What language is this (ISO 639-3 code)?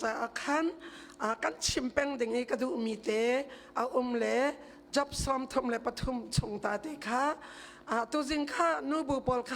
cnh